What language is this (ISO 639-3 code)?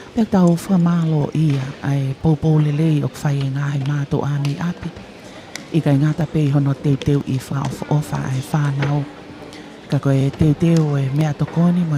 ton